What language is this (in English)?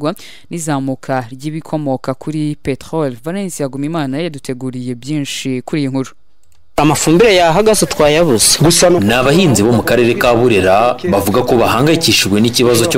Kinyarwanda